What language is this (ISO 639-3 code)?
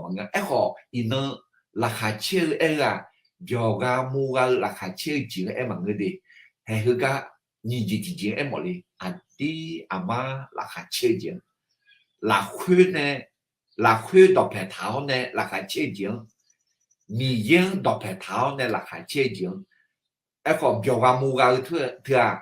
ahk